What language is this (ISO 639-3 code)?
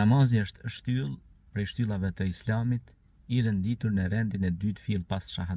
sqi